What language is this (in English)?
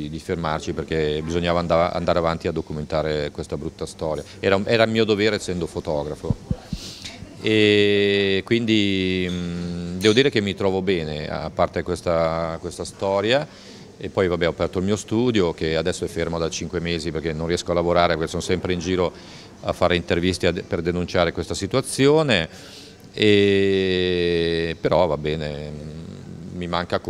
Italian